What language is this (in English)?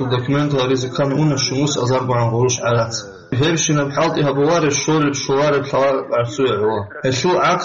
Avaric